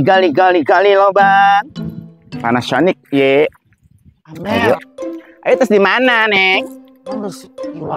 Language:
Sundanese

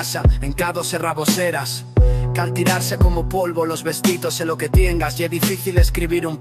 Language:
Aragonese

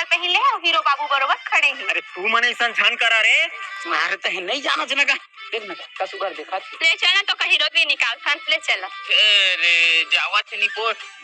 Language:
Chhattisgarhi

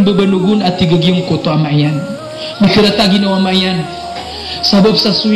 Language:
Maranao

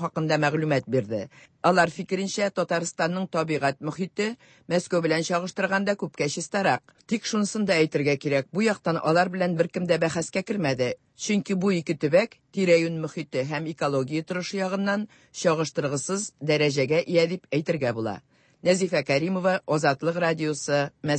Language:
Tatar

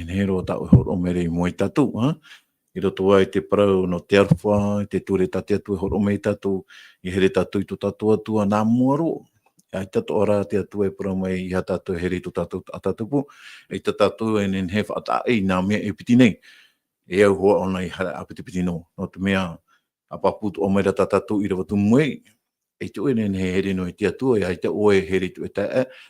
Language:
Tahitian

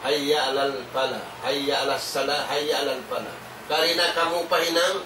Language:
Tausug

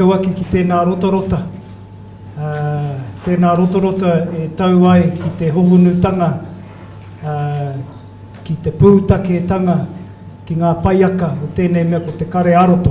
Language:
Māori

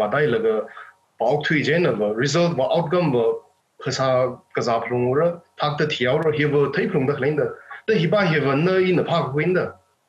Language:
Tangkhul Naga (India)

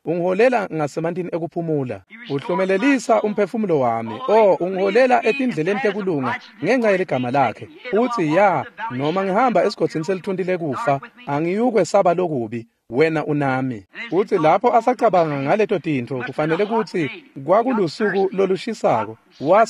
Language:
Swati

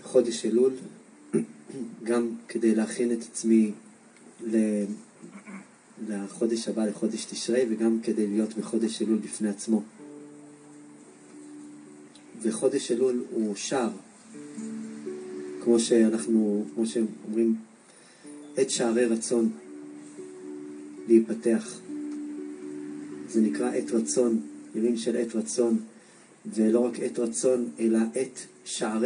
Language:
Hebrew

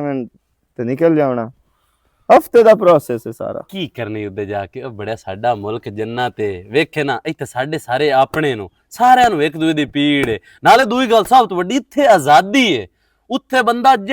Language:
Western Panjabi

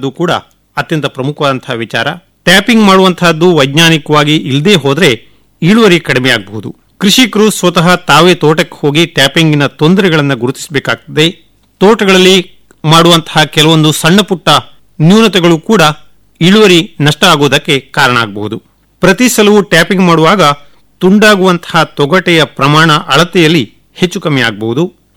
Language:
Kannada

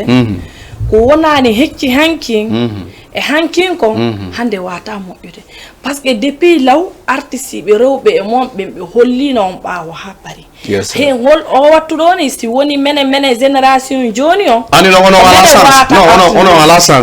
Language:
Fula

